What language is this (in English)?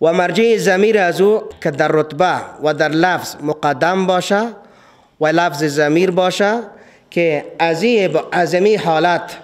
Persian